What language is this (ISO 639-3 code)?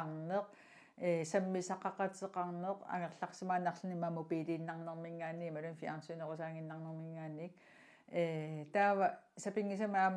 kal